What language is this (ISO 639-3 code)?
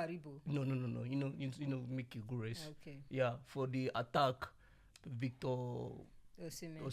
pcm